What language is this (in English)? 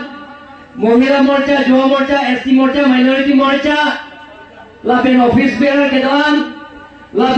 Karbi